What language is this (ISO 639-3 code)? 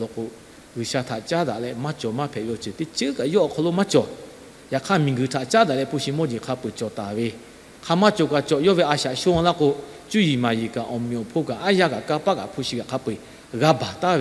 lhu